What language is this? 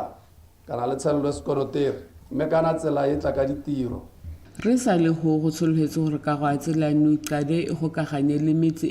Tswana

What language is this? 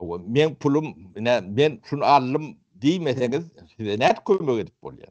Turkmen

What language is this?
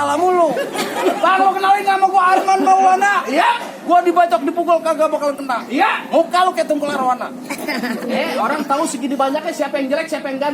Betawi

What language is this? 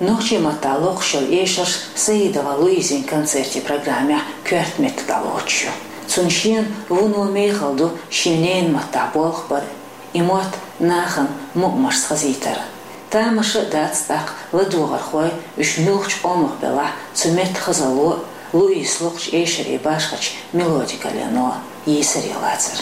Chechen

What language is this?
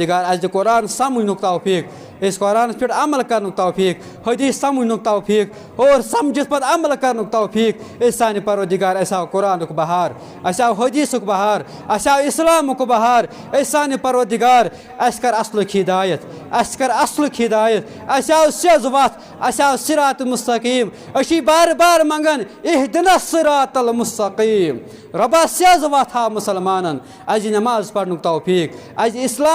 Kashmiri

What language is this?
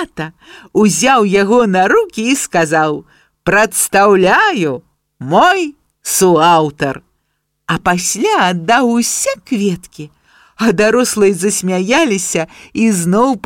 Belarusian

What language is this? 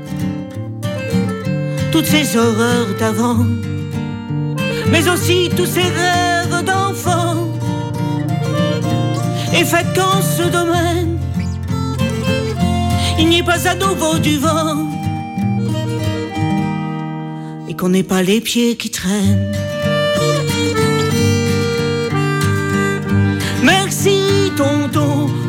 French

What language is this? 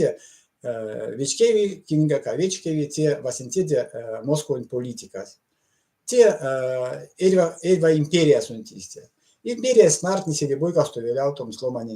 Erzya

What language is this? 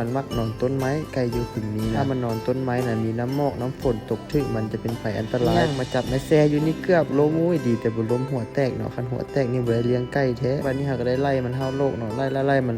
Lao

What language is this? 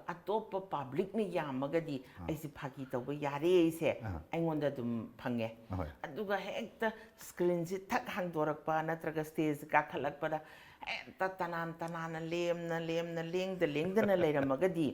Manipuri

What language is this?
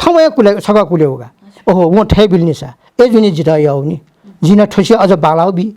Newari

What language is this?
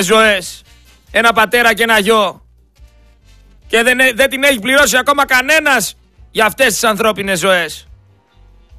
Greek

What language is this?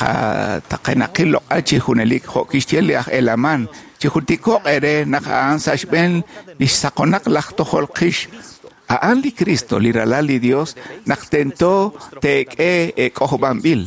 Kekchí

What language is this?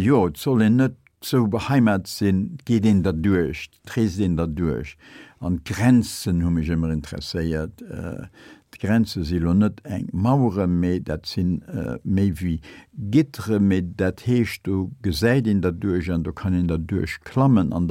Luxembourgish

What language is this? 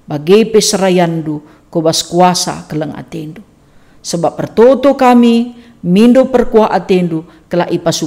Batak Karo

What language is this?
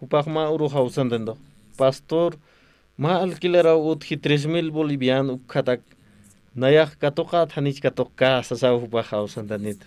Aymara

